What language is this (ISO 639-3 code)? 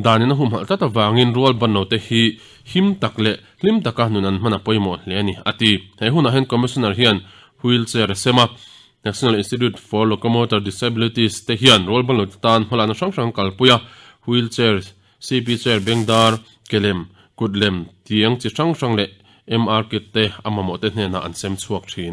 lus